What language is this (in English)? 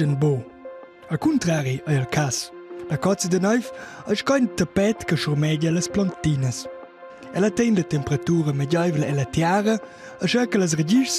Romansh